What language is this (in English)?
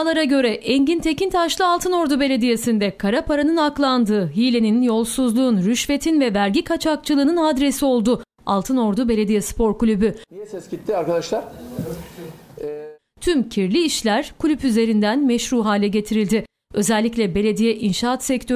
Turkish